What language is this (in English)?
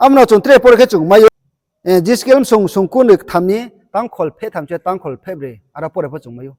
Riang (India)